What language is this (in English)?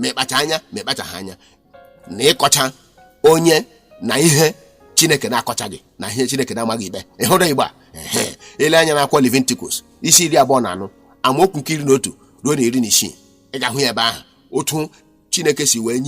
Igbo